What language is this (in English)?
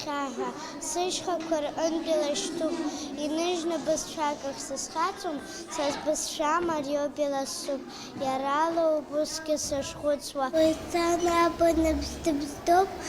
Abkhazian